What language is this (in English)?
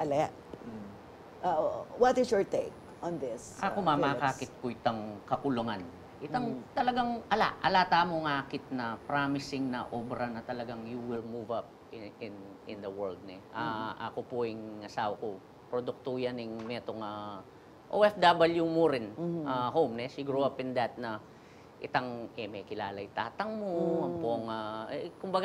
Pampanga